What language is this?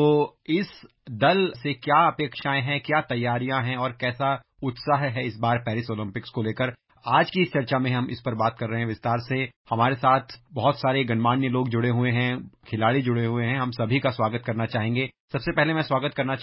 Hindi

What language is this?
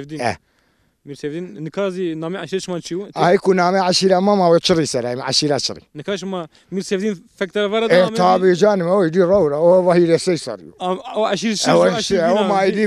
Zaza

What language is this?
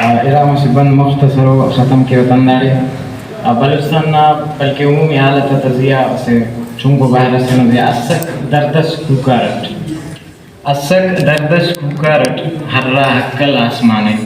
Brahui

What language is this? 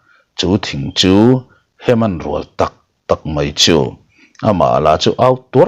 Mizo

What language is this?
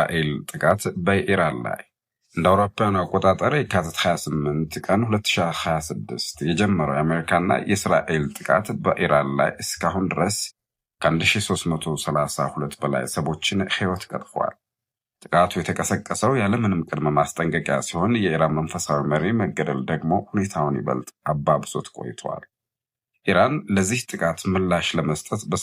Amharic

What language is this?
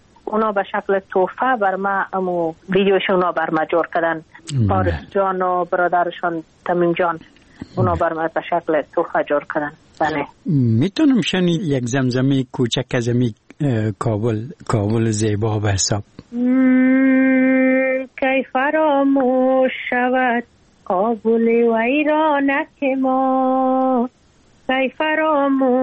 Persian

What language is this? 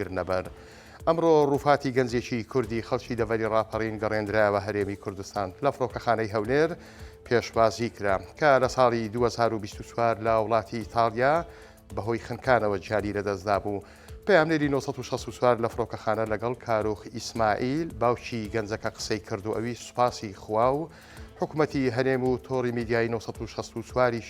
Central Kurdish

